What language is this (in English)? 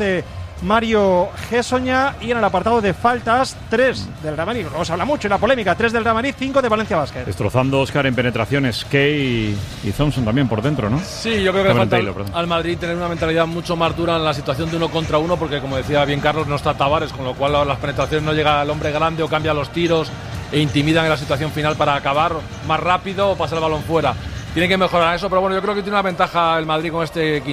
Spanish